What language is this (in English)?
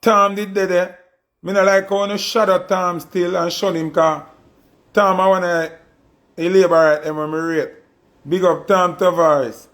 Jamaican Creole English